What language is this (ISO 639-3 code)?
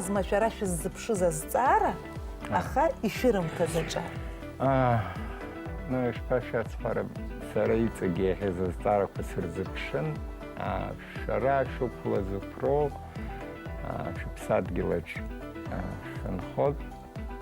abk